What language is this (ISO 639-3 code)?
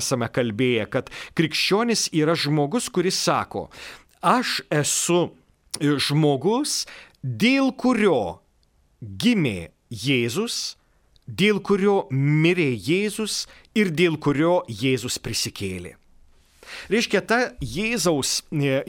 lit